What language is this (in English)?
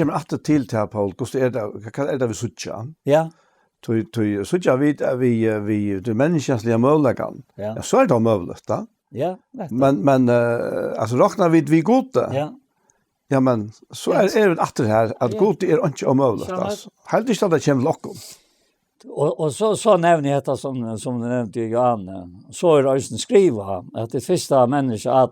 Faroese